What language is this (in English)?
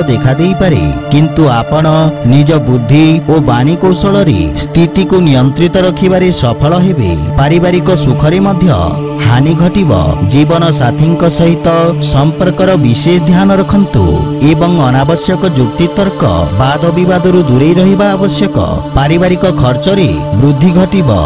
Odia